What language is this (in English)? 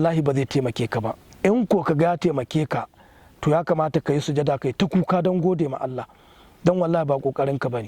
Hausa